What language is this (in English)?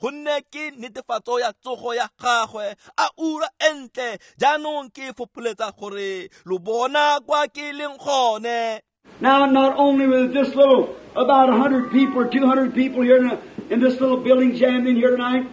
Tswana